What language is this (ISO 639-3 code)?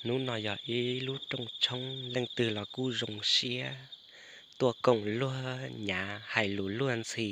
hmn